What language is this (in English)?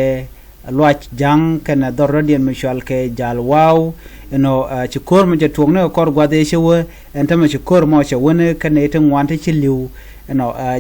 Nuer